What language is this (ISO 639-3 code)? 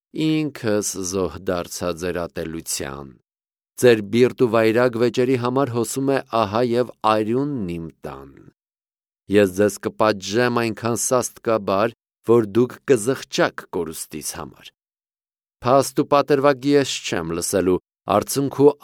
hye